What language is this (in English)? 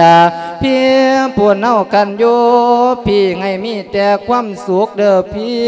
Lao